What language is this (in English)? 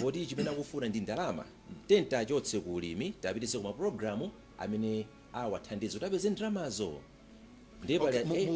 Nyanja